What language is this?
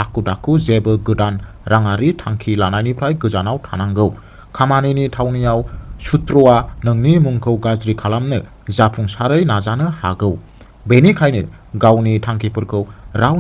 Bodo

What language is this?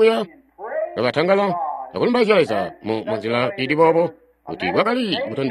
Tonga (Zambia)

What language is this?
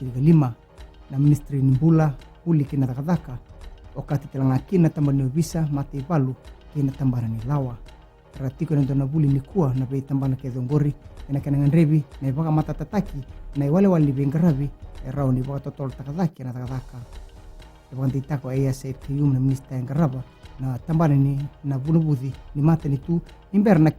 Fijian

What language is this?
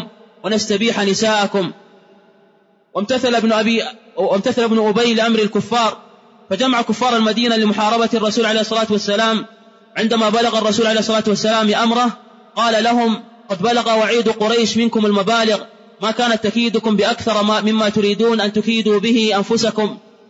Arabic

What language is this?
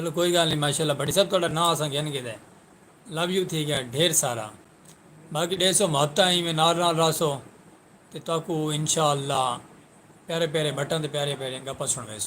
Saraiki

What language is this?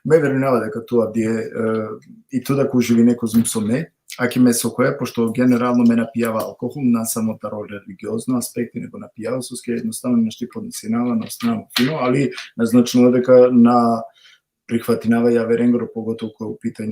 Balkan Romani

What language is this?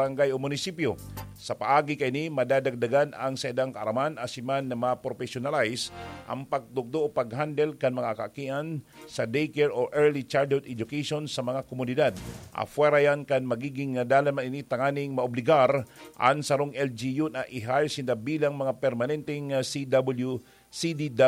Bikol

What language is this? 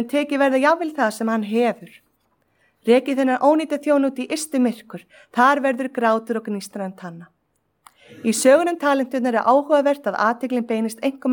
Icelandic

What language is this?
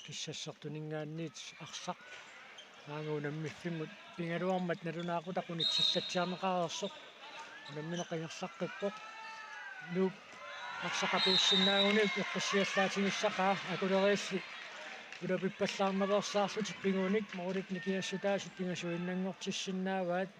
Kalaallisut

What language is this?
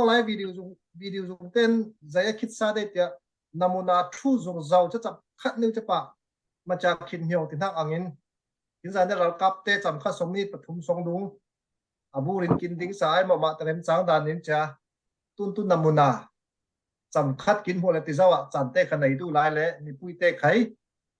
Falam Chin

